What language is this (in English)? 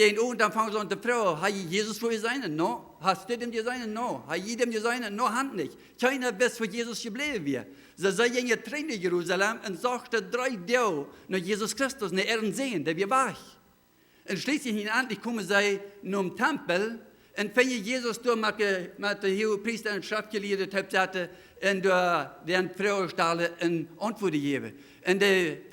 Plautdietsch